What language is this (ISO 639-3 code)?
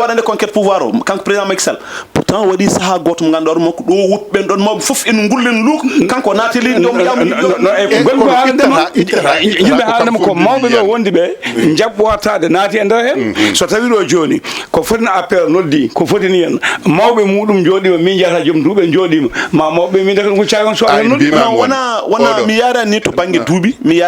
ful